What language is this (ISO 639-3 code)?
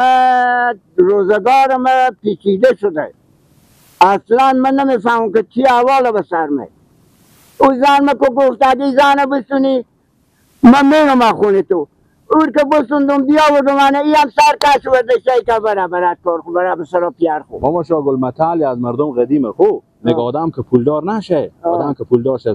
fas